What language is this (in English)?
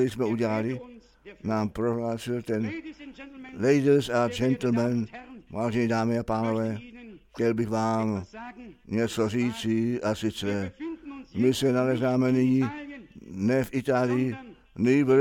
Czech